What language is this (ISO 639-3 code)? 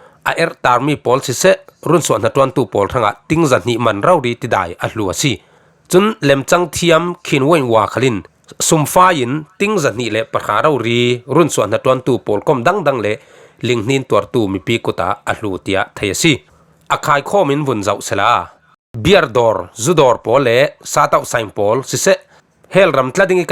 cfm